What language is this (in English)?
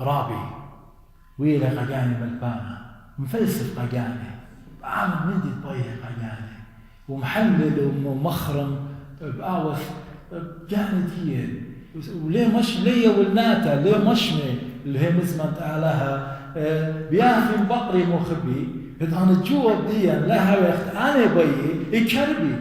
Assyrian Neo-Aramaic